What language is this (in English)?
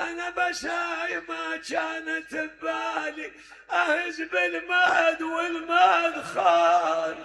Mesopotamian Arabic